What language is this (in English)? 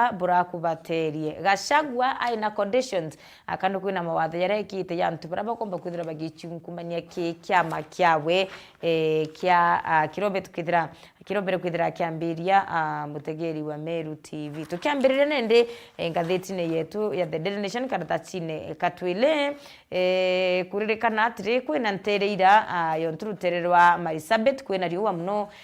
Meru